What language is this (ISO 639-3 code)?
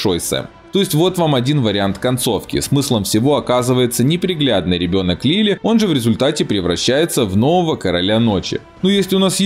rus